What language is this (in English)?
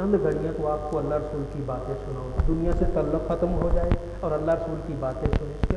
Urdu